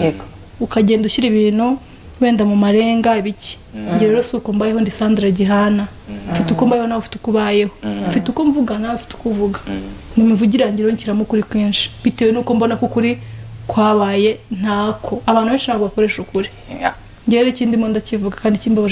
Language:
Kinyarwanda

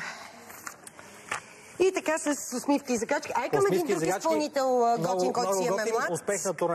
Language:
Bulgarian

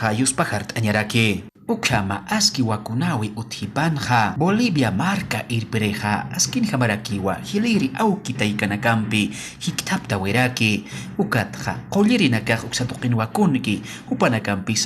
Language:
Aymara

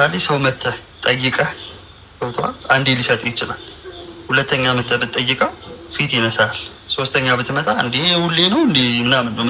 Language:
Amharic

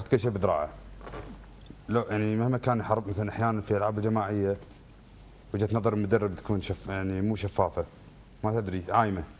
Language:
Gulf Arabic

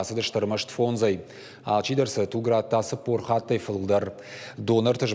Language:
Ossetic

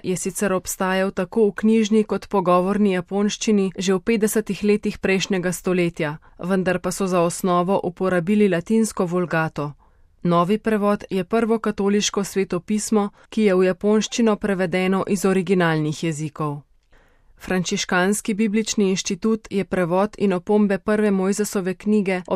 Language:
Slovenian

